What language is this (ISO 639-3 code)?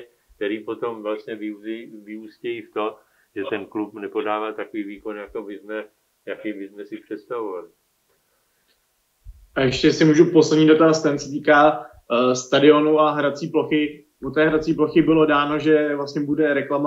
ces